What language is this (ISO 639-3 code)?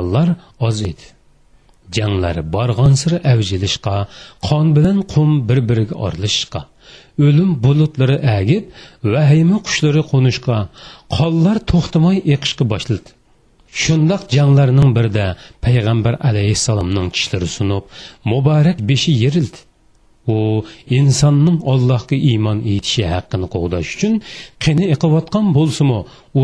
uig